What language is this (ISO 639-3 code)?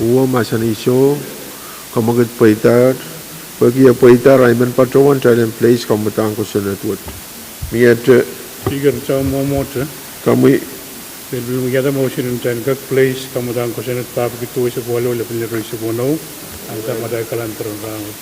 pon